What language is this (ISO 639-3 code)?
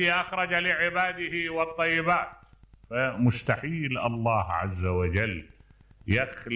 acm